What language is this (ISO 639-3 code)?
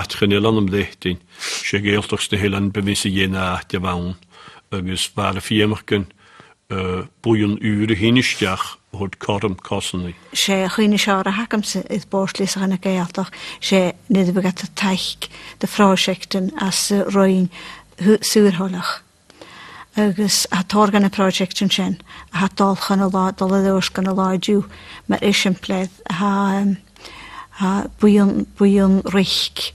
gla